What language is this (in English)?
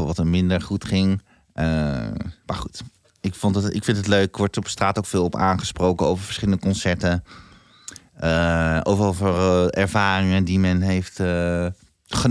Dutch